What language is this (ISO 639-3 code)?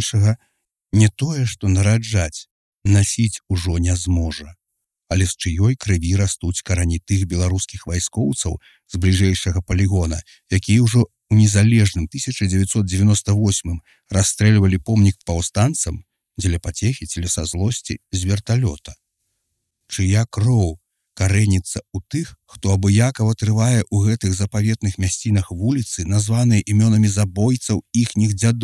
bel